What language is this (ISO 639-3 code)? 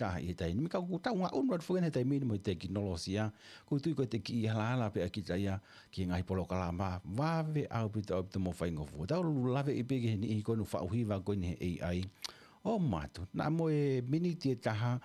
ton